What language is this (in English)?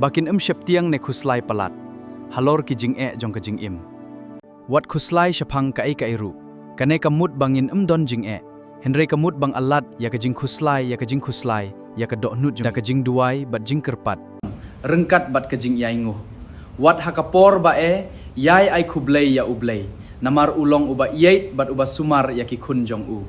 Khasi